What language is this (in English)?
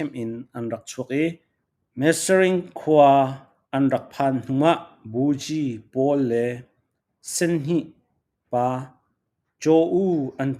Falam Chin